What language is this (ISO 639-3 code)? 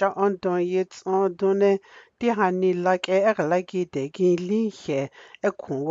dgr